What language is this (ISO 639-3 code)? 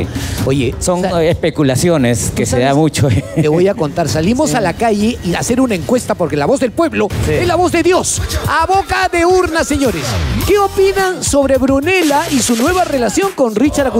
spa